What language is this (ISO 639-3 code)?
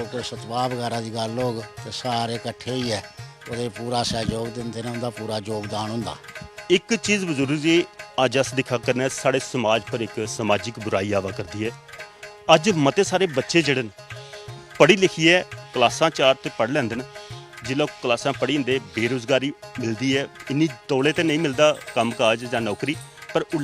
doi